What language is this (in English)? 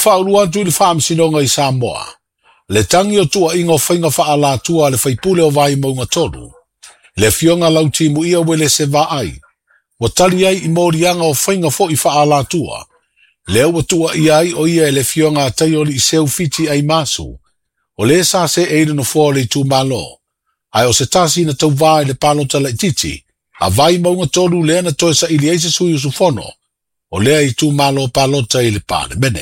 Samoan